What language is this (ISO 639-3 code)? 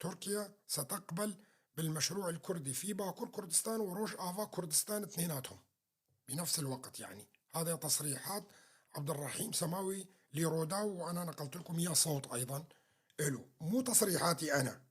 apc